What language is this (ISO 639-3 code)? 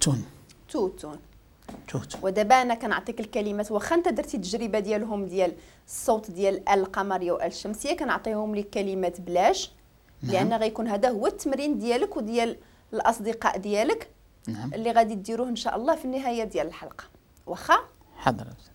ary